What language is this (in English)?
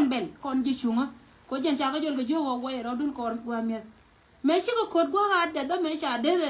Nuer